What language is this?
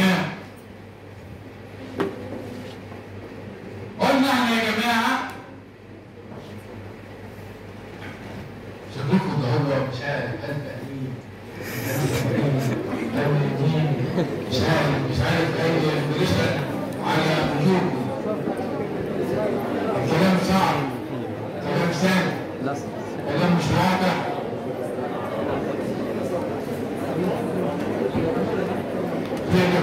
Egyptian Arabic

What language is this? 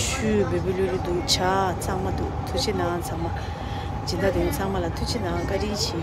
Tibetan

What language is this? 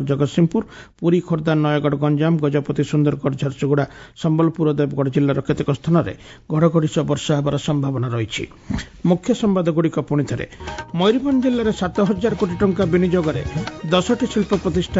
Odia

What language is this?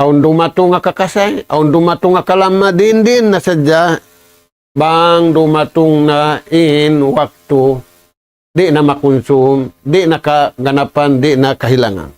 Tausug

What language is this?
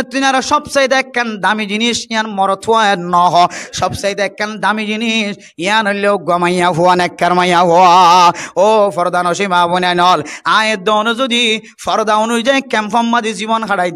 Rohingya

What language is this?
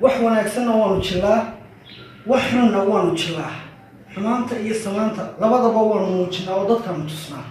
Somali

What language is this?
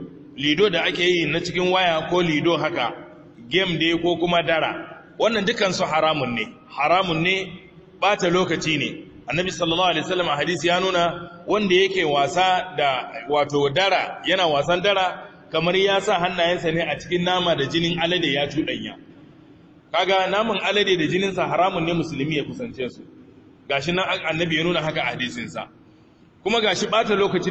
Hausa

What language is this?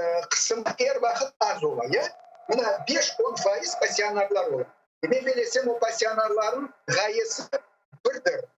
Crimean Tatar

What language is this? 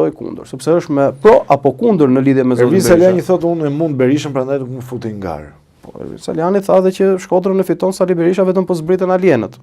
Albanian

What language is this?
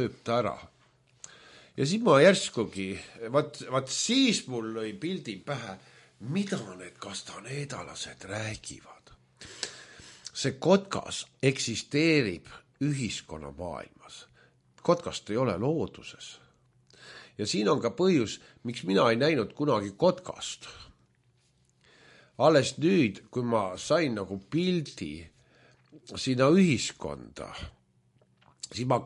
Estonian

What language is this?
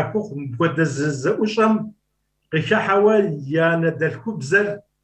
Kabardian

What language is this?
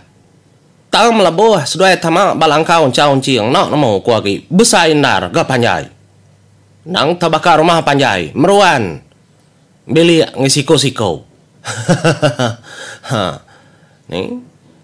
Iban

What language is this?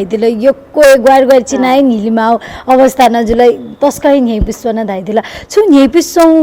Newari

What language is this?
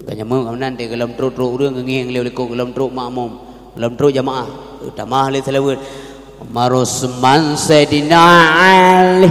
Achinese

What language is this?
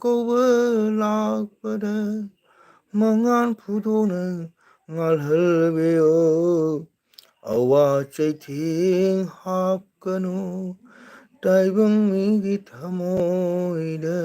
Manipuri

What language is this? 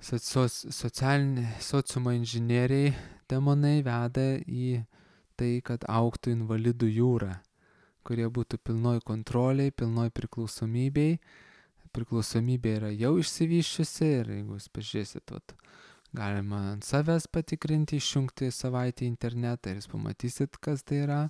Lithuanian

